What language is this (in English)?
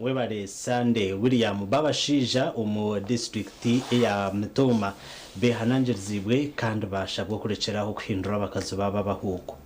Nyankole